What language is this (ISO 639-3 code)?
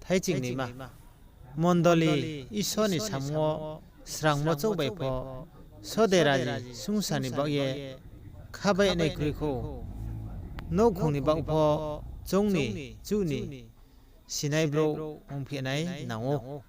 ria